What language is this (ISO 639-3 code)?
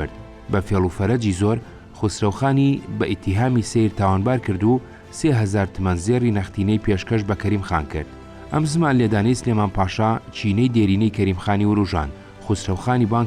ckb